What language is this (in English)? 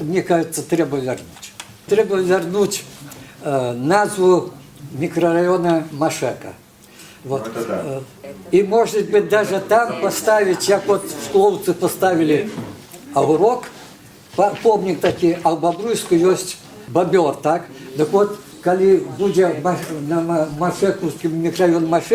Belarusian